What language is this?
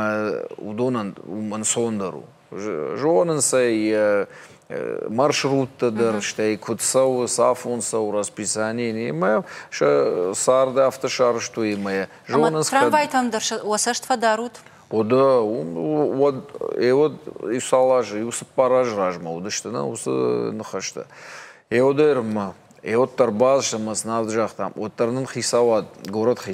Ossetic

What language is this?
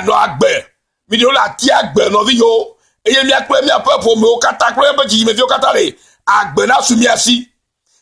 Ewe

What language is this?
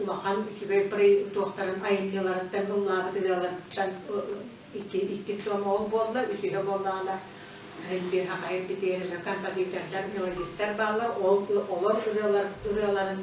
Yakut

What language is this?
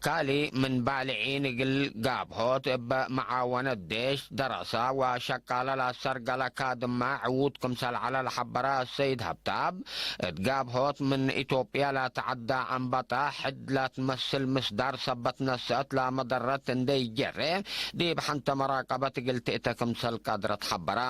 Tigre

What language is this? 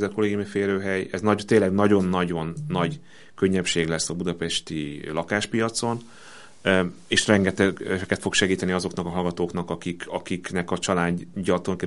Hungarian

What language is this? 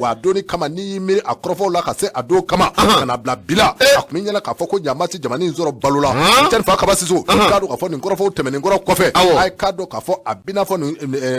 Bambara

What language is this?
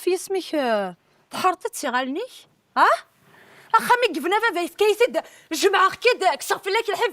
Kabyle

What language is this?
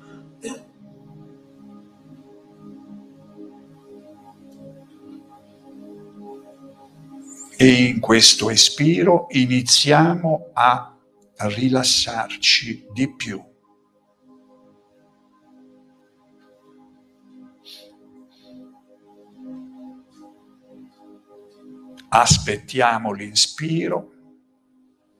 Italian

